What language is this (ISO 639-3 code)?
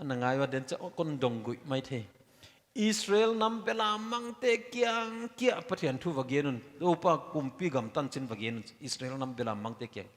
pck